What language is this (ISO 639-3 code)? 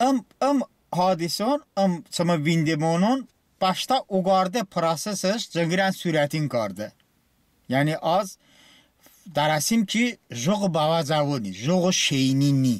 tly